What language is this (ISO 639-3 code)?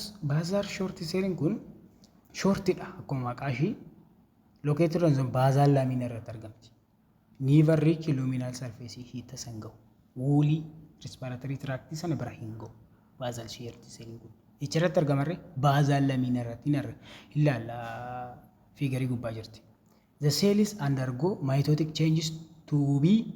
orm